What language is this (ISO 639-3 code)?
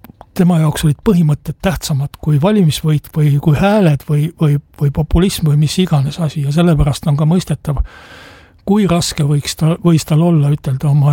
est